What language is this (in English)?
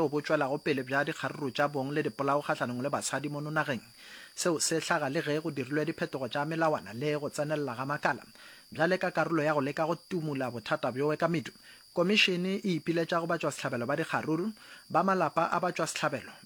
Northern Sotho